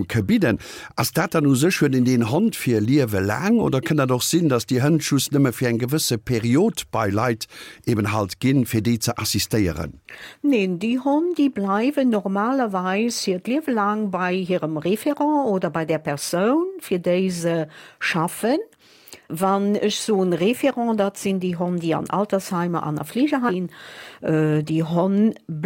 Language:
Luxembourgish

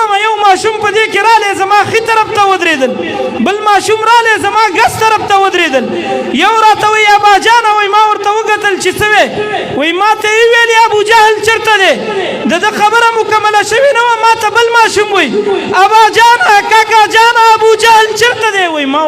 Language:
Pashto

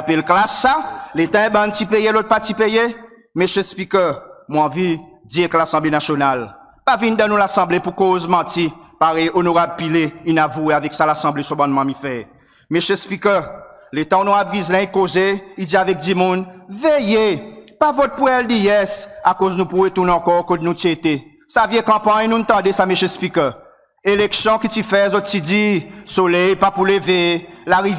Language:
Seselwa Creole French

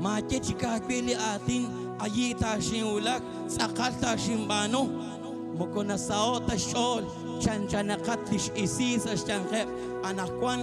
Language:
Kekchí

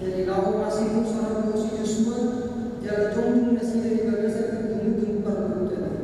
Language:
Batak Toba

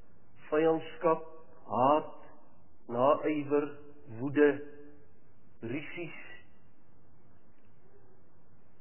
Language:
Afrikaans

